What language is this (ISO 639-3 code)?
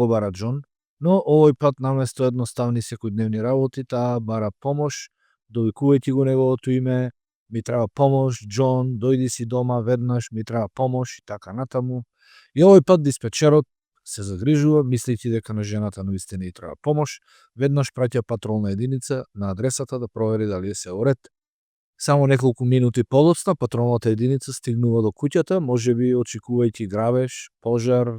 mkd